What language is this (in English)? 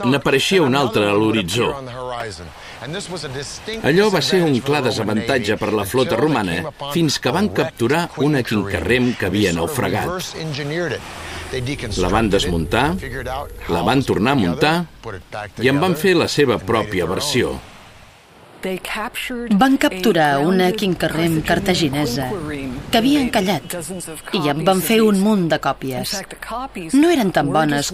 Catalan